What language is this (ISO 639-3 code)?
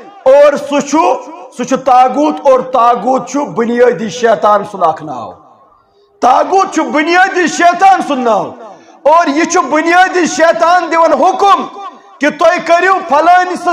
kas